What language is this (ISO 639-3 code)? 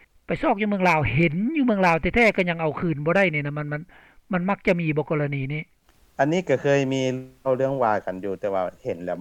lao